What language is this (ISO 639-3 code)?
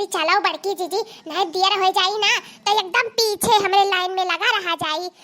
awa